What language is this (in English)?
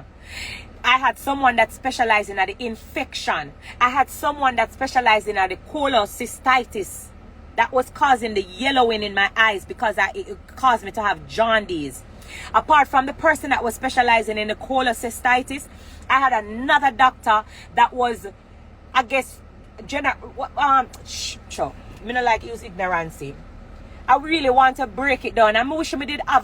Jamaican Creole English